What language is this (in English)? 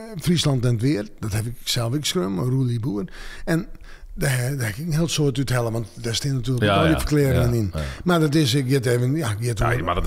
Western Frisian